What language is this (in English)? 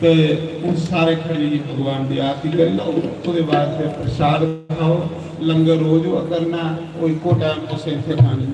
Dogri